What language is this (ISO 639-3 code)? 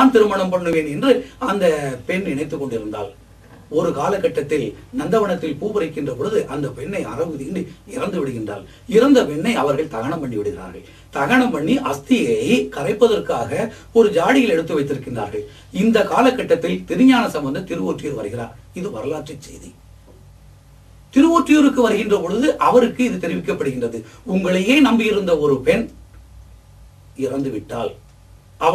tam